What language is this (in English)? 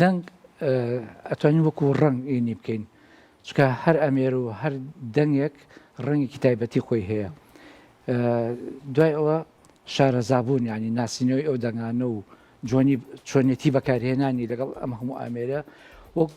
Central Kurdish